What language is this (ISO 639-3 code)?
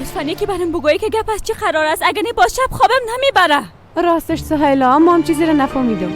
fas